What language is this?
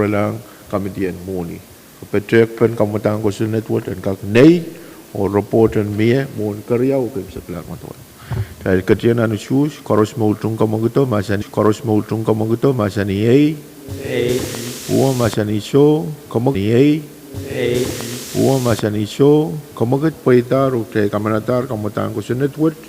Pohnpeian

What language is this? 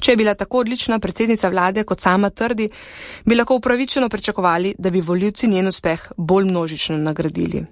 Slovenian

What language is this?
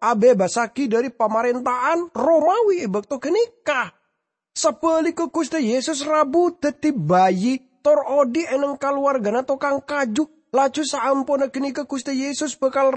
Madurese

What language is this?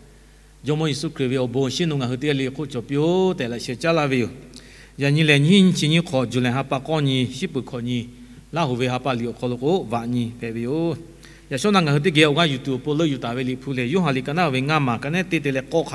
Lahu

